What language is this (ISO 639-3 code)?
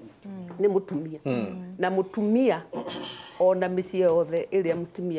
kik